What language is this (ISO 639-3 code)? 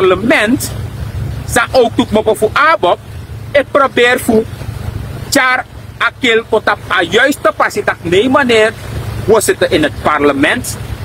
srn